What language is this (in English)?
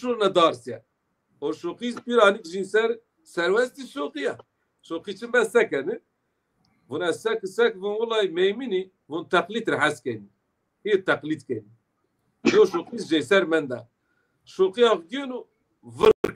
Zaza